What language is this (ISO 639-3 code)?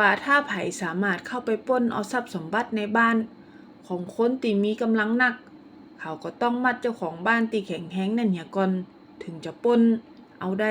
nod